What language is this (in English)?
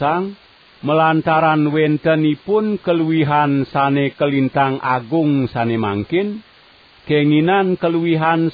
Balinese